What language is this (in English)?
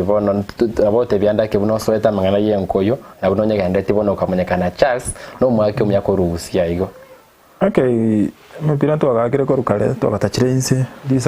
Gusii